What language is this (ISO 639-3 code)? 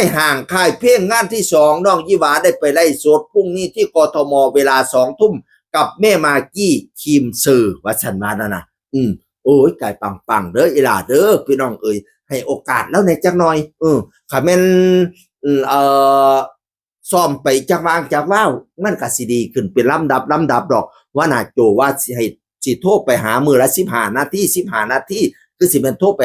tts